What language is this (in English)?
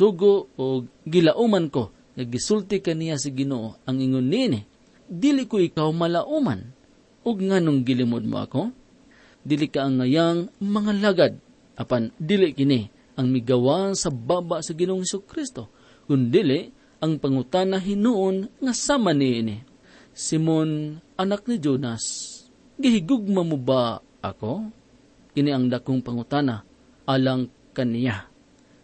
Cebuano